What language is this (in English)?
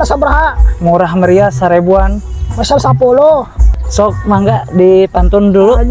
Sundanese